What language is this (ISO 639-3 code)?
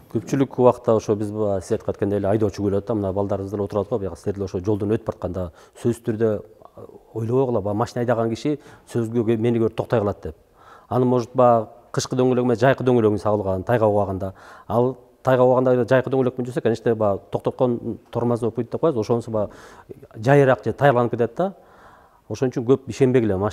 kir